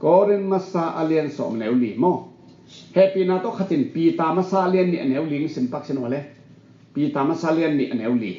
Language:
Tedim Chin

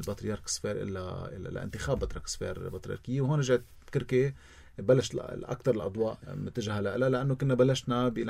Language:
North Levantine Arabic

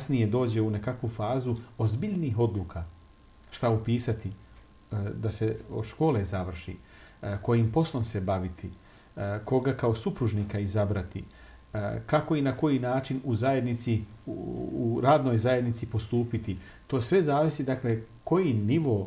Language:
Bosnian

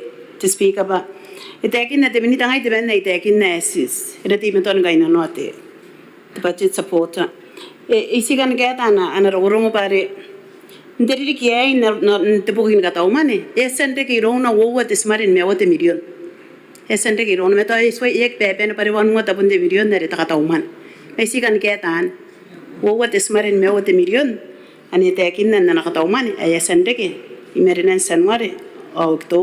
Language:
Gilbertese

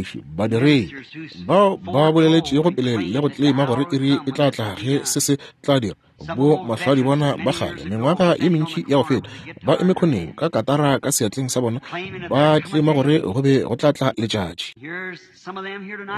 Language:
Northern Sotho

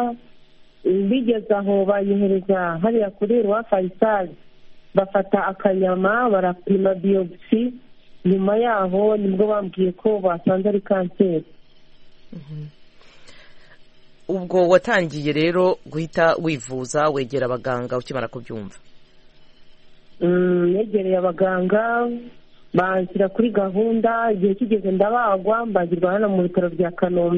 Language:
Kinyarwanda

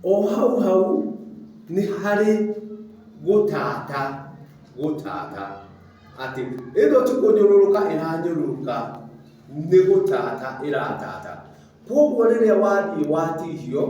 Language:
Kikuyu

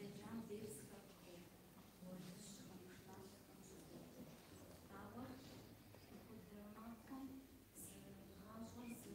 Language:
Kabardian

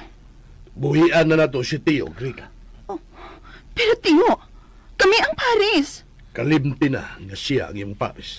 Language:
Cebuano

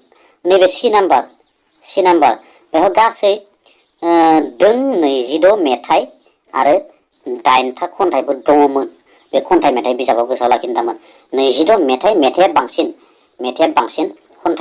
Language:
Bodo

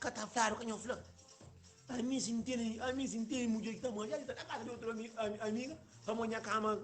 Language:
Kabuverdianu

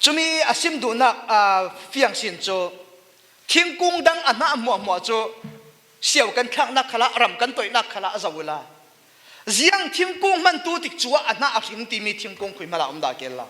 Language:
Falam Chin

